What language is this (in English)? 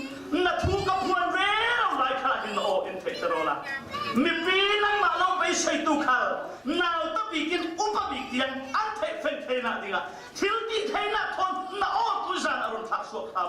Falam Chin